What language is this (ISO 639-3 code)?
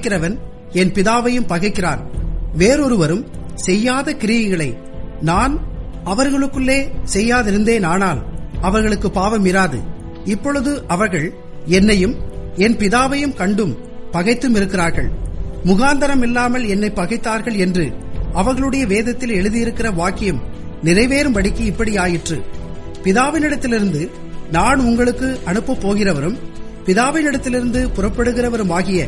tam